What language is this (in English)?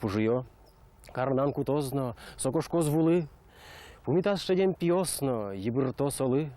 Udmurt